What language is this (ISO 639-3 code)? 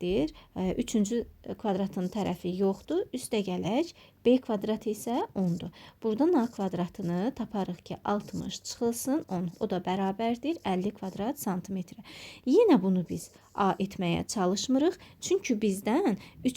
aze